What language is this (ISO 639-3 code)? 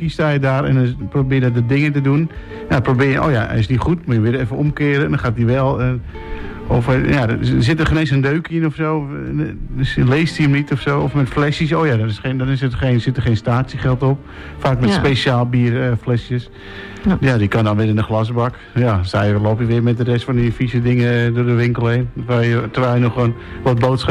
nld